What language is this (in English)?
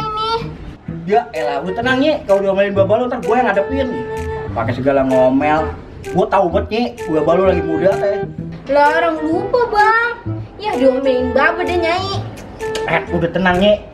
Betawi